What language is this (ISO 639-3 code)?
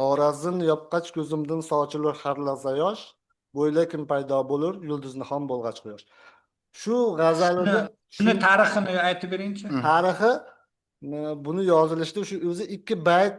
uzb